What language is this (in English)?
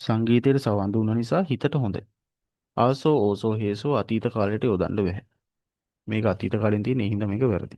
Sinhala